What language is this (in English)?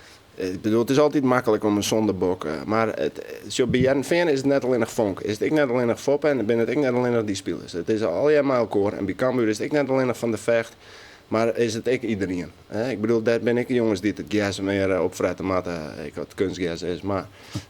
Western Frisian